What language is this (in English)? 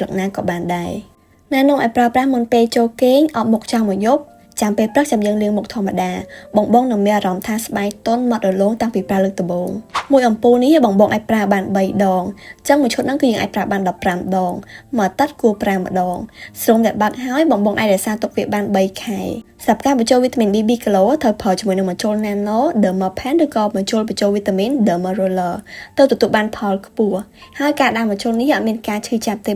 Khmer